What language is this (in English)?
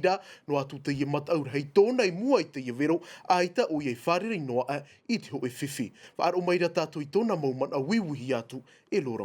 Tahitian